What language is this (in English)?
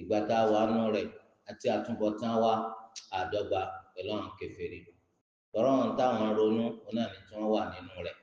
Yoruba